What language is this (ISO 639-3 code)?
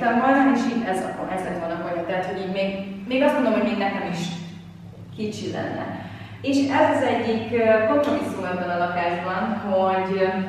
hun